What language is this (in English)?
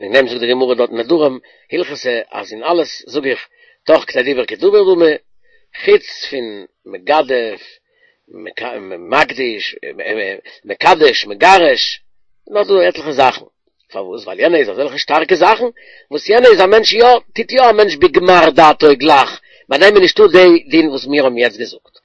Yiddish